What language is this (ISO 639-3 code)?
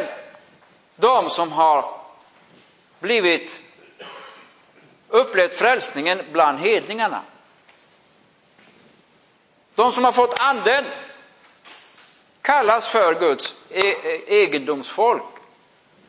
swe